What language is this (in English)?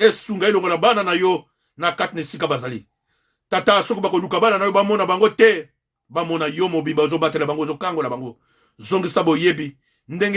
Lingala